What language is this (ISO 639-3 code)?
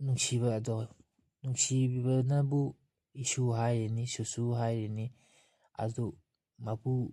mni